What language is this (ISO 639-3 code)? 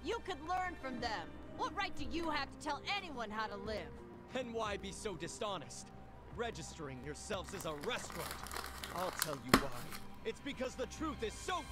eng